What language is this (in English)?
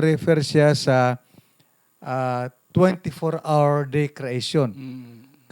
Hiligaynon